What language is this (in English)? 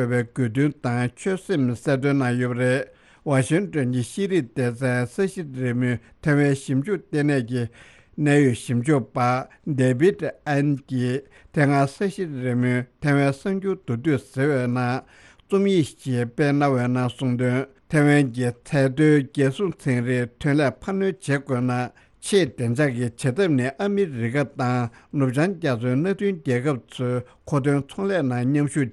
Tibetan